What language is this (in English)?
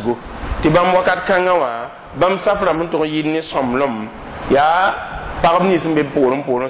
Mossi